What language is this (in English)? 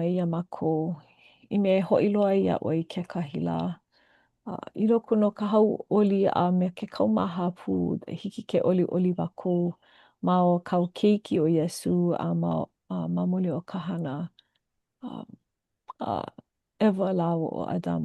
Hawaiian